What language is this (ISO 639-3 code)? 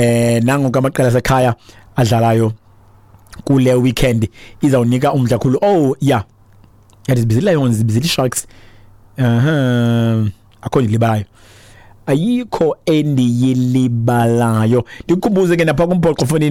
xho